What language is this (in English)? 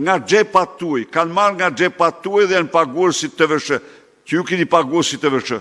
Albanian